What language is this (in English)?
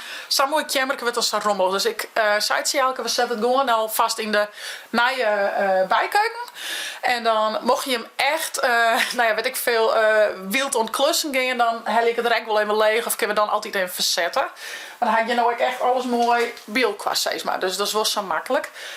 Western Frisian